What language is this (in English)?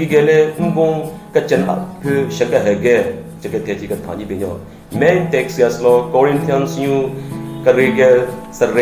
Southern Rengma Naga